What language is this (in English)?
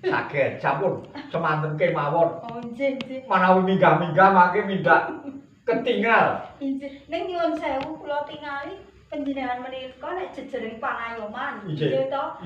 Javanese